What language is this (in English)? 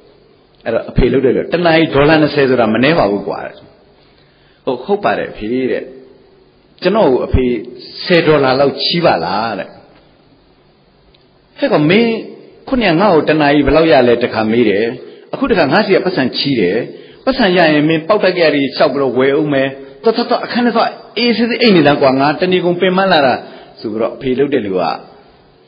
Burmese